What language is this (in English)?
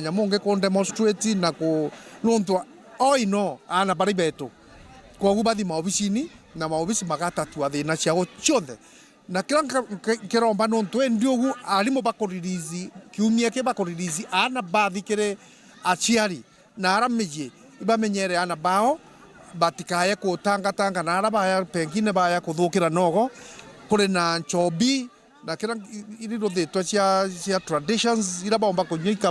Meru